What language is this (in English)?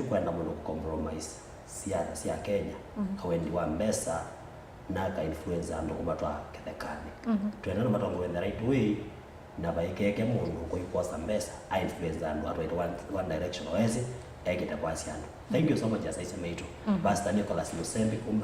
Kamba